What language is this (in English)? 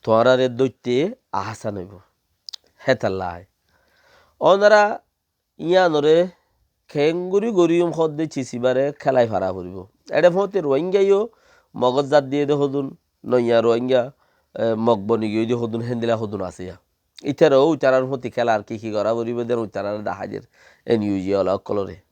Rohingya